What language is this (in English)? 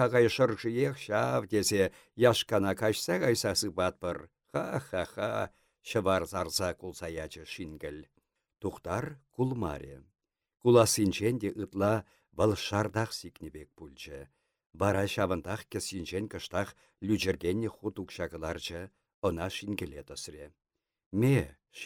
Chuvash